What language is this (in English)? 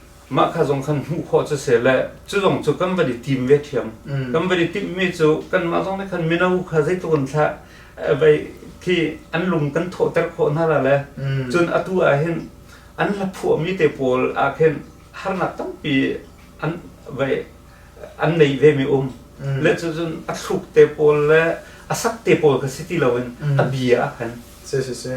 Hakha Chin